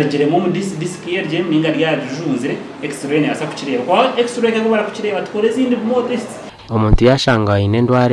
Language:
Nyankole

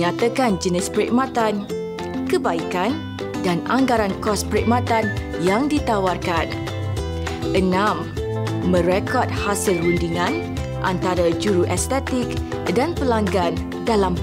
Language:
Malay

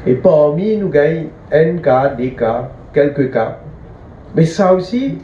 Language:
Morisyen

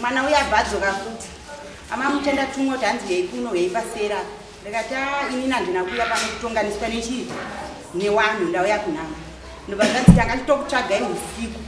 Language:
Shona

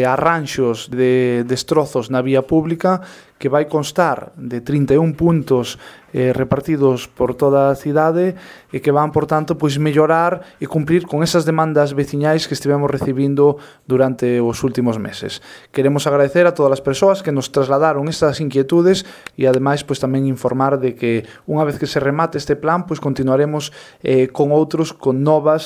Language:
Galician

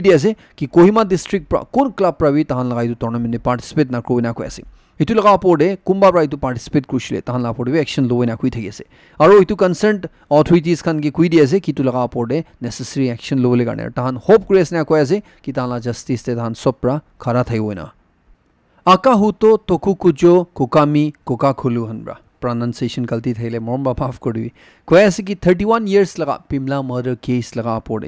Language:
Naga Pidgin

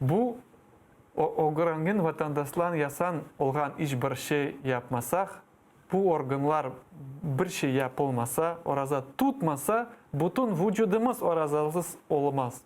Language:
Crimean Tatar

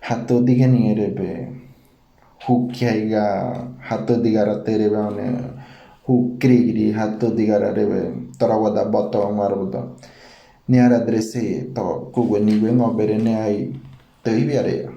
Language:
Ngäbere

